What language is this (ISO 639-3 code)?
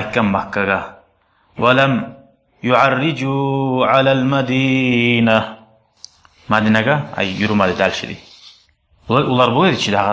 kum